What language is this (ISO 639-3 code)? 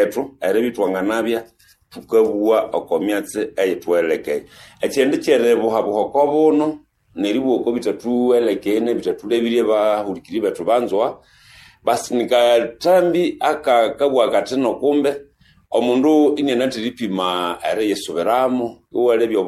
nnb